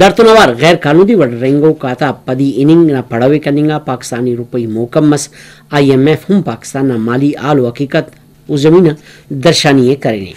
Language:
Brahui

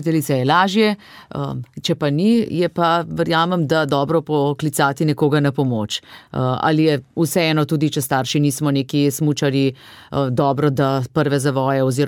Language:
Slovenian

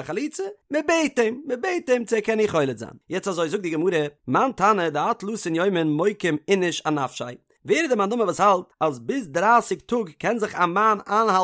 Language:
Yiddish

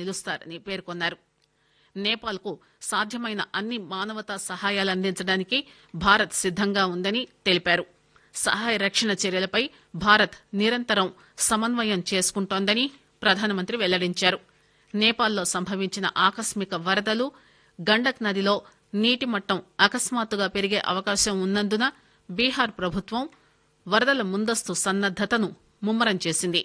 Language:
Telugu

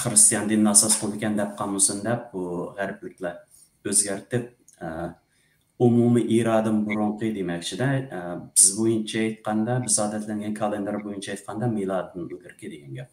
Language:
Uyghur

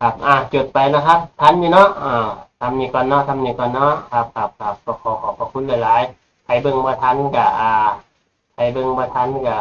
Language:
Northeastern Thai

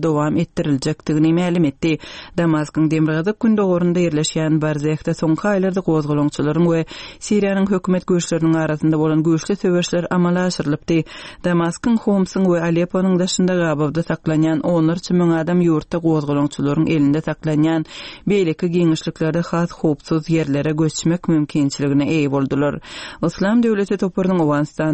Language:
Kyrgyz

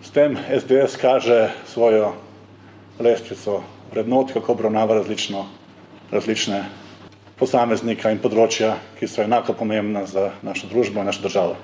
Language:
Slovenian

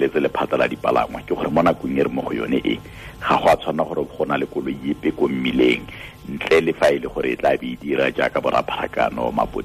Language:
Tswana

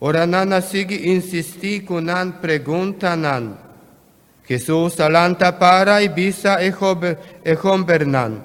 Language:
Papiamento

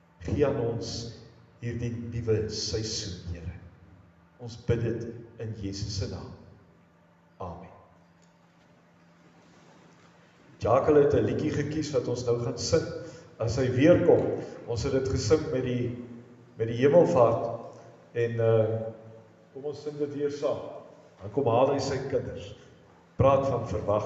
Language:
Afrikaans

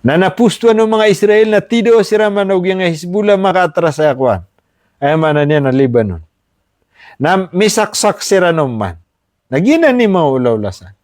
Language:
Maranao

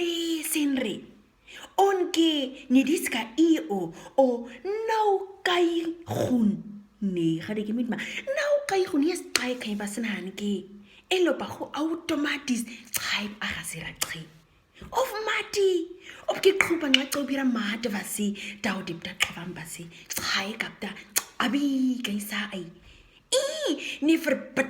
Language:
Nama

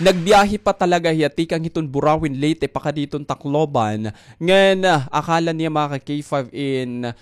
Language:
Waray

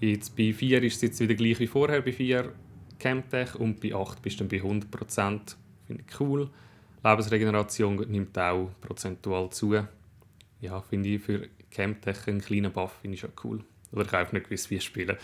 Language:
Swiss German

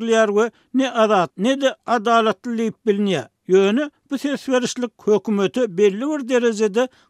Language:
Turkmen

